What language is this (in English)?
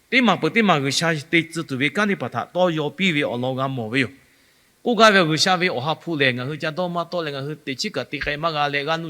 Lahu